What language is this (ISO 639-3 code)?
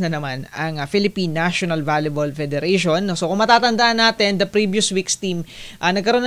fil